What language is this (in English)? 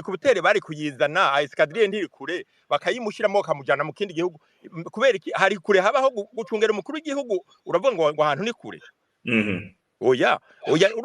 Rundi